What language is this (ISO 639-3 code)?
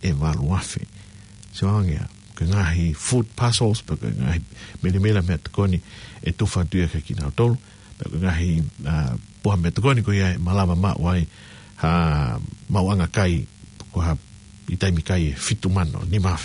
ton